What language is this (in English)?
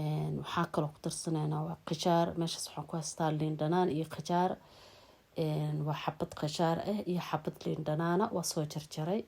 Somali